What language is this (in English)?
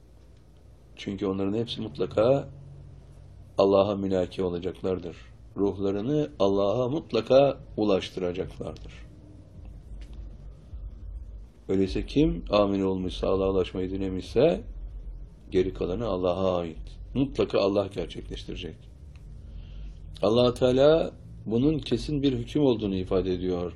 Turkish